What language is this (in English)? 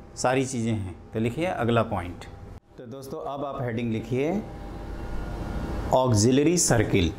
Hindi